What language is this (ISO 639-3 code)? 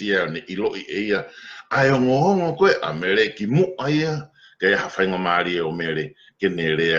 ton